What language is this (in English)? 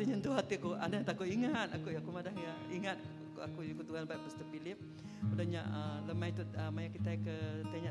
Iban